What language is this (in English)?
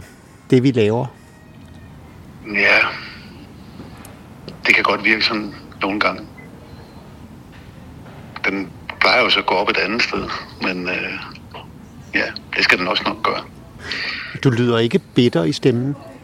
Danish